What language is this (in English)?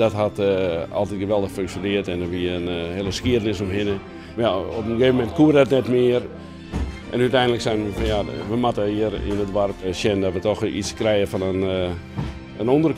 Western Frisian